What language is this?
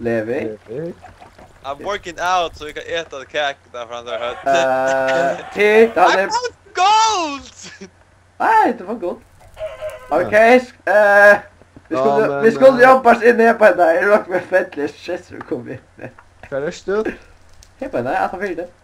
Faroese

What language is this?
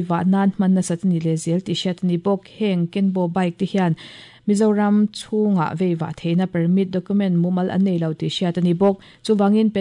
Mizo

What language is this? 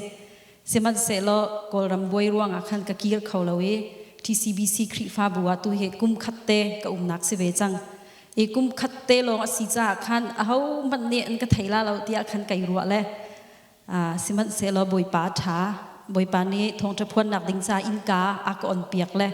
Hakha Chin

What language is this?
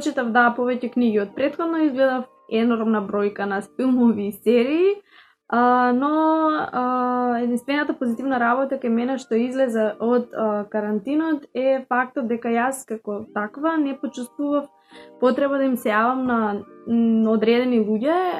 Macedonian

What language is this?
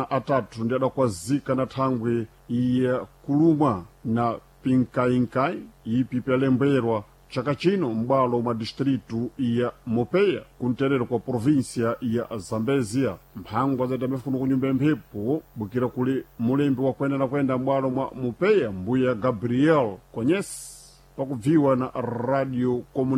Sena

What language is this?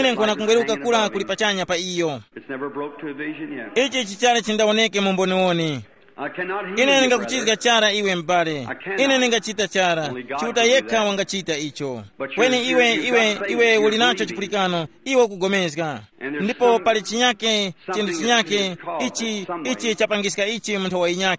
Tumbuka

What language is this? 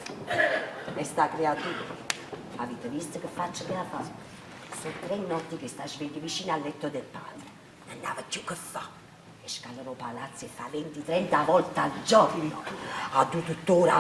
Neapolitan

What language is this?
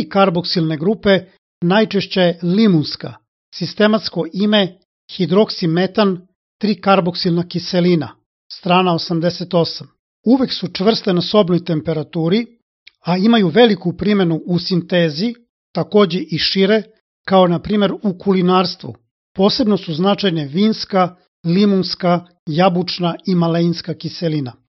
Serbian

